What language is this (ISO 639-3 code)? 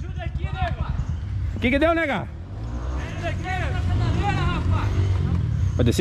por